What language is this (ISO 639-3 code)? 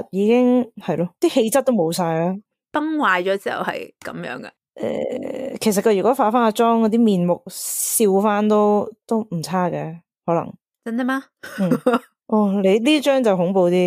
yue